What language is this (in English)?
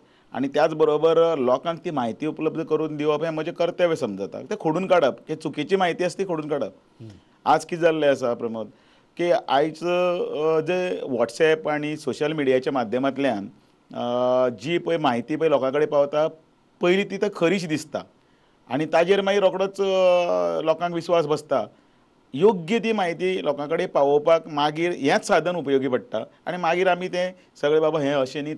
Konkani